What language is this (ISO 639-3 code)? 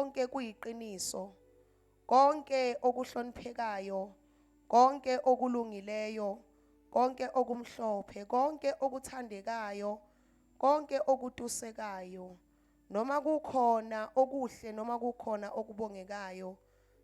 zul